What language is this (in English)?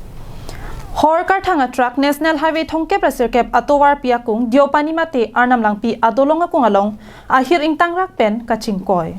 Karbi